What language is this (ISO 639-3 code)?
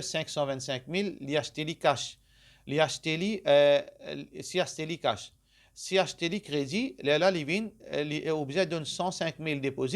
mfe